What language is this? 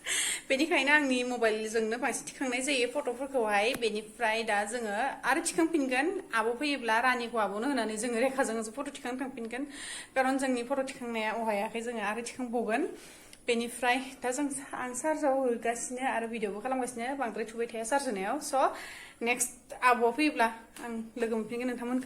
Bodo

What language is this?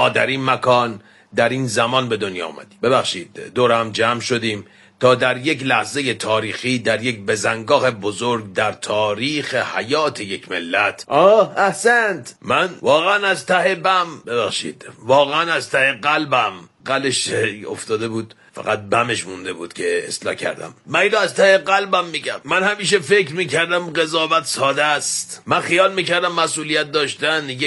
Persian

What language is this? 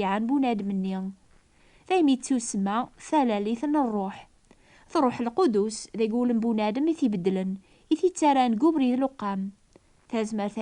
Kabyle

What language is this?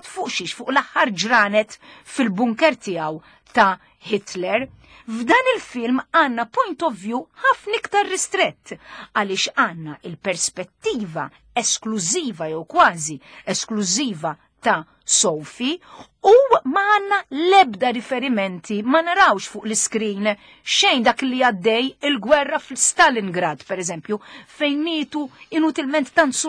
Maltese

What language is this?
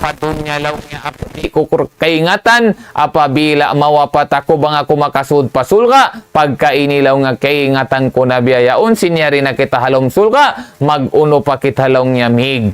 Tausug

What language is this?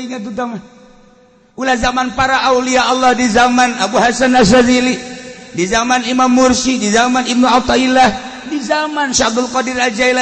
Sundanese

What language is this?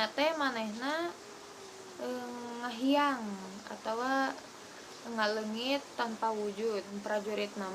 Sundanese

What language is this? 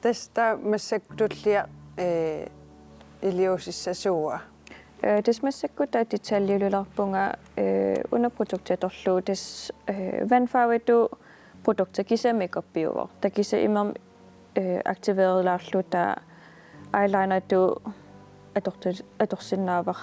Kalaallisut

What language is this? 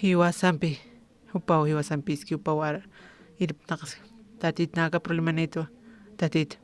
Aymara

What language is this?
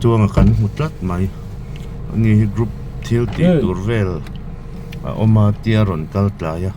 Mizo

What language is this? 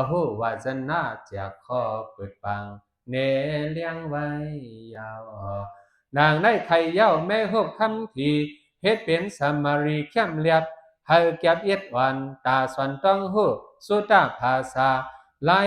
Shan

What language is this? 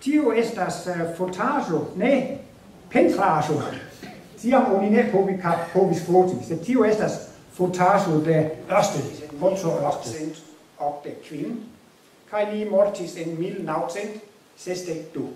Esperanto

